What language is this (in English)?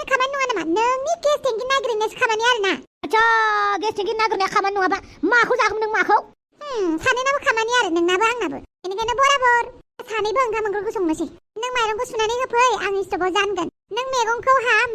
Bodo